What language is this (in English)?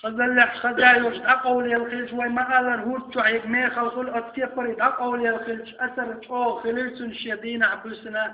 Chechen